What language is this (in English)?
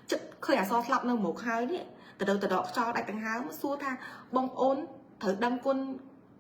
Khmer